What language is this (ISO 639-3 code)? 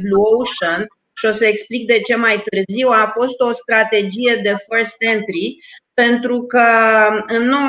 ron